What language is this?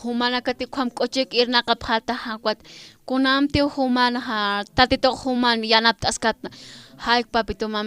Aymara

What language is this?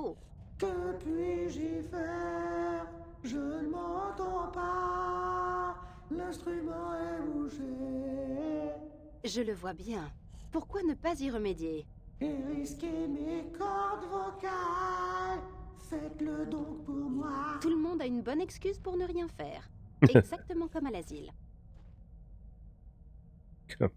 French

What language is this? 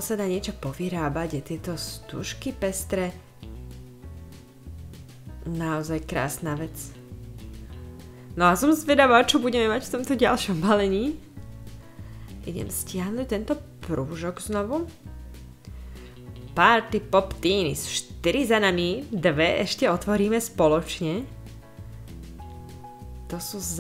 Slovak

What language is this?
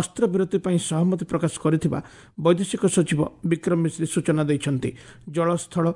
Odia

